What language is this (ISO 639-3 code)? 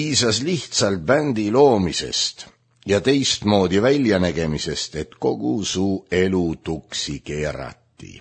est